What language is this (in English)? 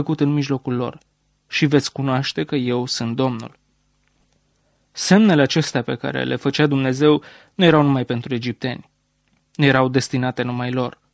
Romanian